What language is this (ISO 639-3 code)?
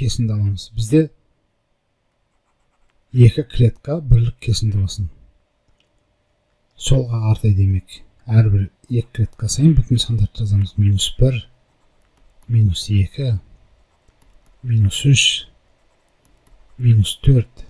kaz